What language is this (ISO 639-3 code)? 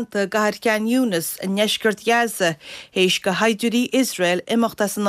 gle